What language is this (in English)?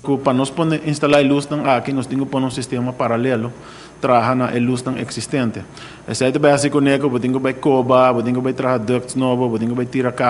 Papiamento